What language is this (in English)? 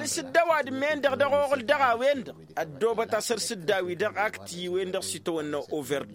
Tamasheq